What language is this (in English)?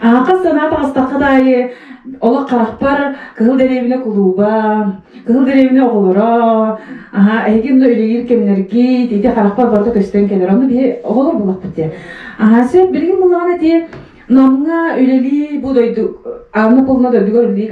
Yakut